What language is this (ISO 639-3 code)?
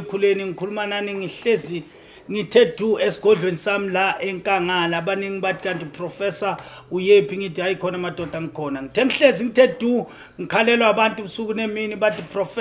zul